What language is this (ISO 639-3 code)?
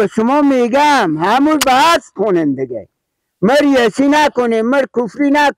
haz